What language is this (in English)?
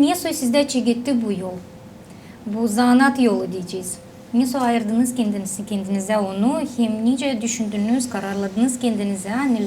Gagauz